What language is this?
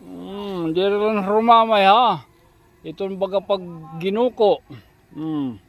Waray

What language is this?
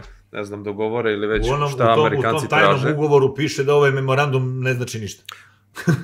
Serbian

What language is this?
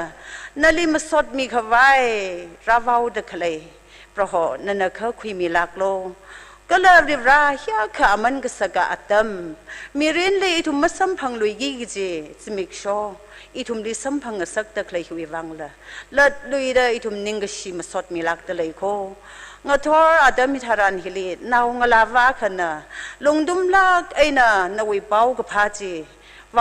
Tangkhul Naga (India)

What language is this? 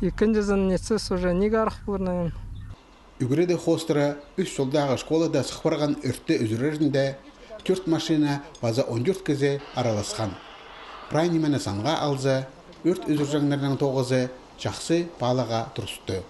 Khakas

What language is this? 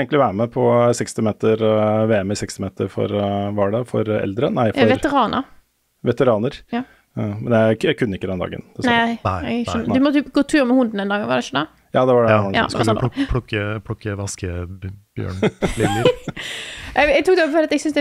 Norwegian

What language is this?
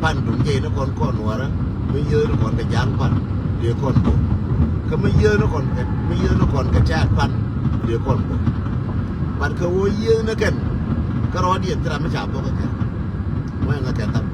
Nuer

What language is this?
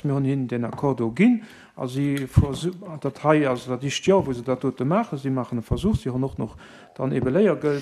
Luxembourgish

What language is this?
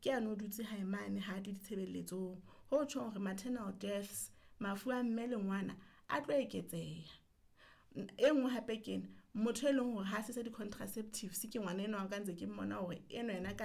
Southern Sotho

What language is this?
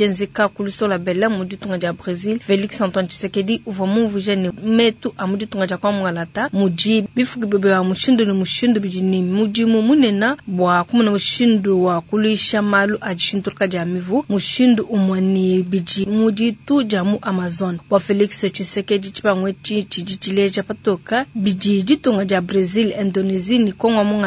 Luba-Lulua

